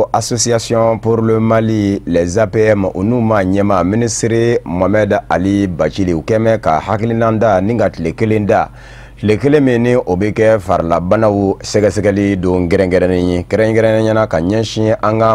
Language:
Bambara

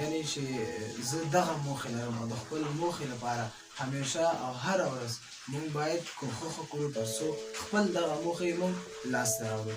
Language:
Pashto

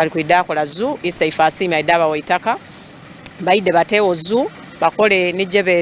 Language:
Soga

